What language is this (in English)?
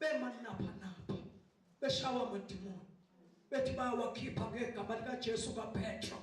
Zulu